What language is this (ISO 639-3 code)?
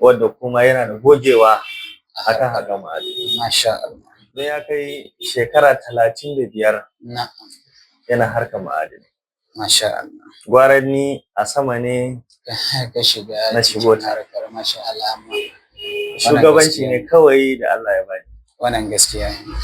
hau